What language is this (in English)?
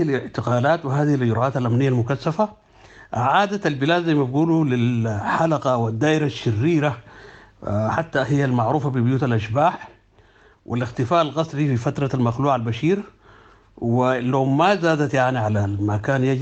Sudanese Arabic